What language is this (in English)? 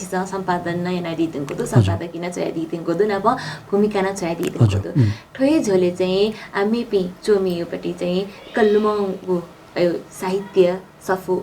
Newari